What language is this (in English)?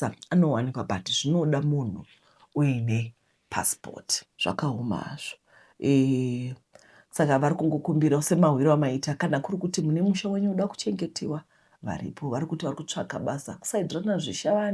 Shona